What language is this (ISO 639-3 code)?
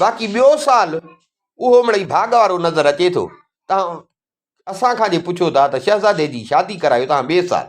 snd